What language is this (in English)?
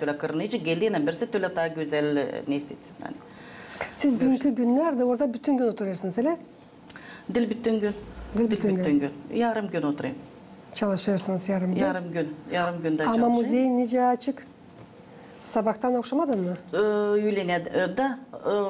Gagauz